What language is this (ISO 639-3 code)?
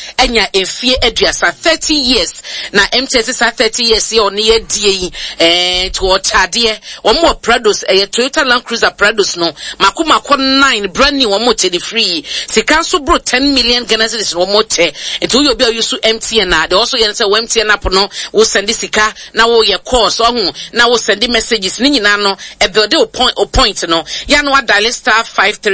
aka